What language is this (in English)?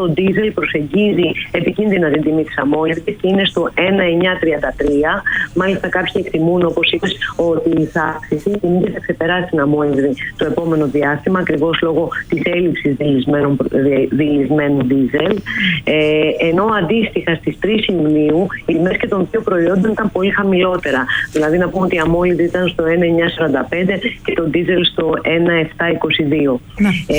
Greek